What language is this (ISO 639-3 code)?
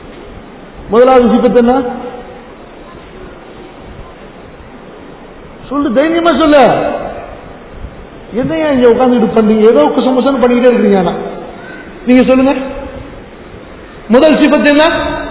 tam